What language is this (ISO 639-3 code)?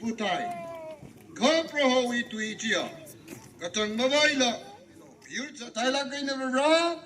nmf